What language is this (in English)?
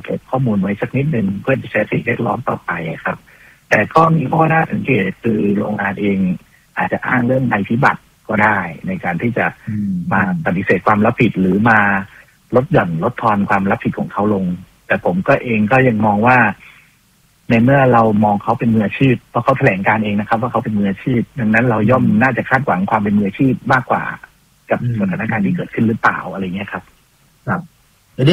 Thai